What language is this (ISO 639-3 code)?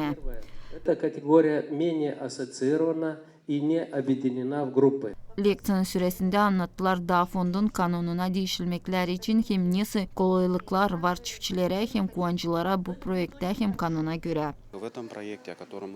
gag